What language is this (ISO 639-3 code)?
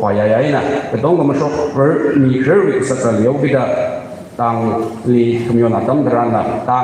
nmf